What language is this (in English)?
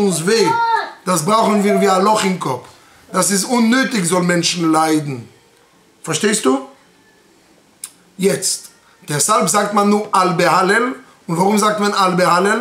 German